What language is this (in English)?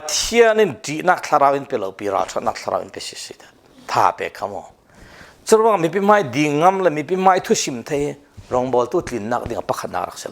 Falam Chin